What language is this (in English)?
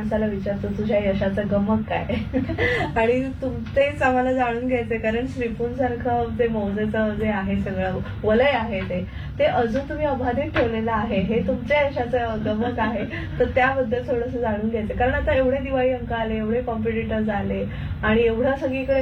Marathi